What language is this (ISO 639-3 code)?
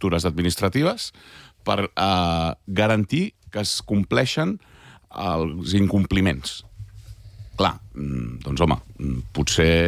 cat